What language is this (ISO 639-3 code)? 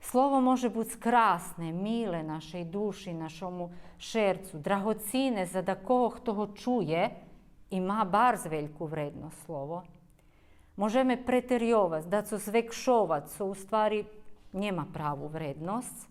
rue